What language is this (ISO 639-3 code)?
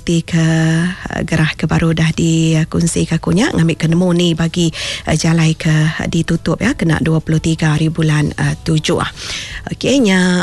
iba